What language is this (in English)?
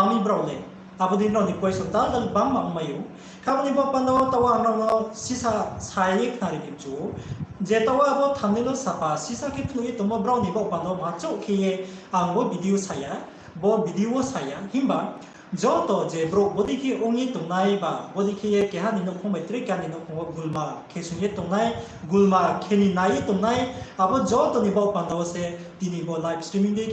Riang (India)